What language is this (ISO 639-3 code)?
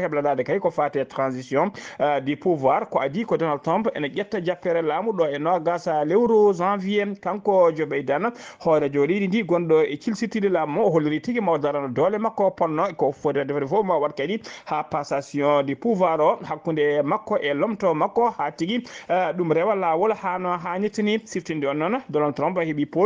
ful